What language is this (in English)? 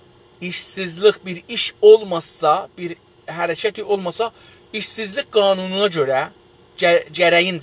South Azerbaijani